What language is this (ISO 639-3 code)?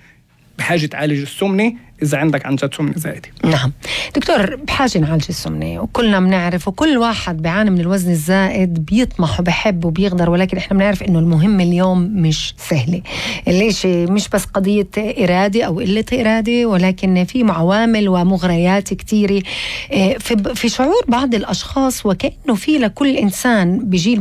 apc